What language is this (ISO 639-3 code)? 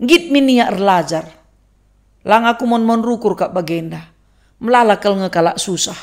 btx